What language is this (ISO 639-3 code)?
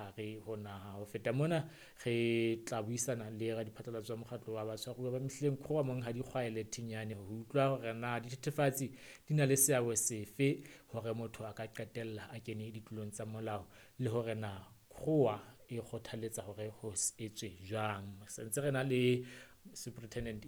sot